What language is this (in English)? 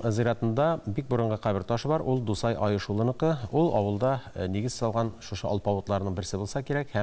Tatar